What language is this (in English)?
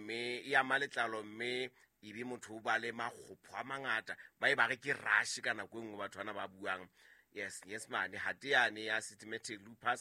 Southern Sotho